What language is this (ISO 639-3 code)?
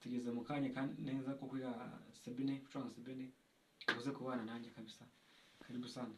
kin